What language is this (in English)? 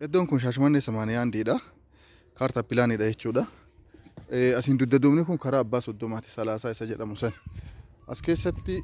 Oromo